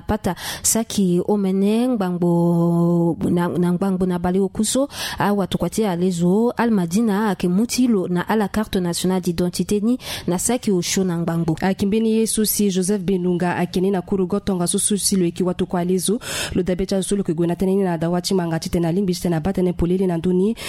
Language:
Sango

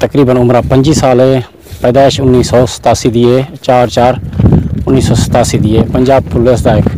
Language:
Saraiki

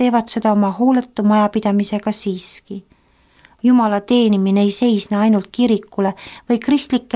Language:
Estonian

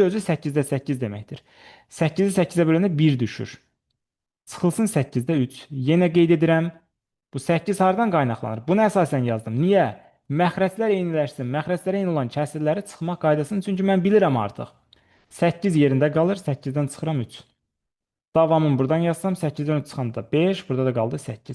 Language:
Azerbaijani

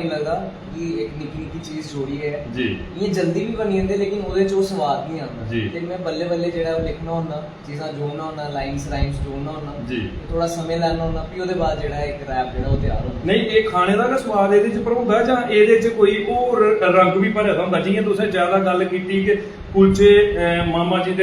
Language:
Dogri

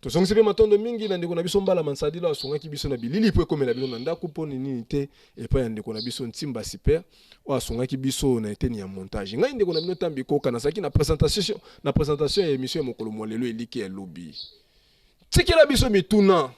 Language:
Lingala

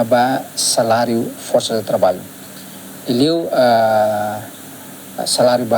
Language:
Tetum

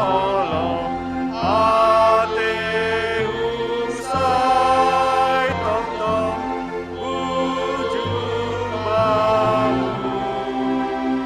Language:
Batak Simalungun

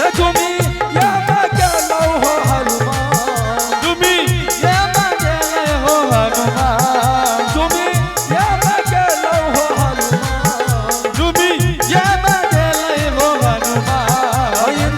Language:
Angika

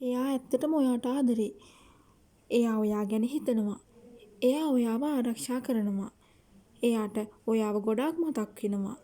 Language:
Sinhala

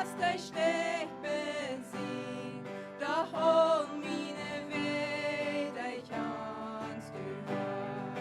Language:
Plautdietsch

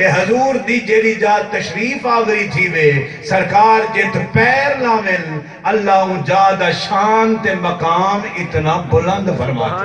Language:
Saraiki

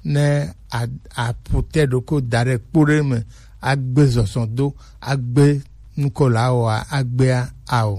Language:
Gen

